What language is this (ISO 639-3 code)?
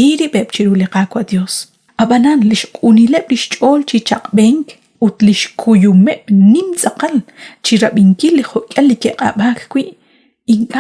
kek